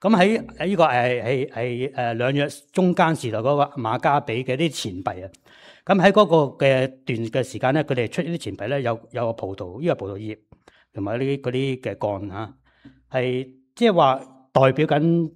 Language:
Cantonese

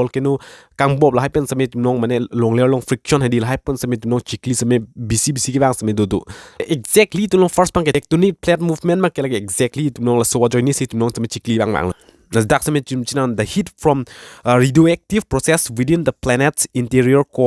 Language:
Karbi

